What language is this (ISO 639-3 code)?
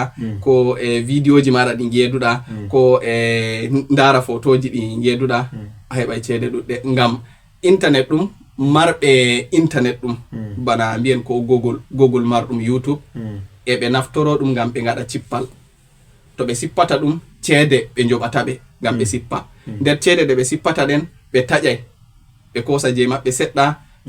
ful